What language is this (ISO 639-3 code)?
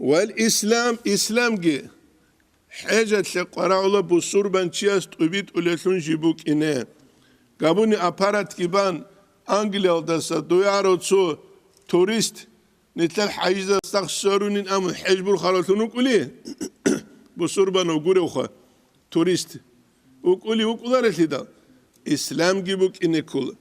ava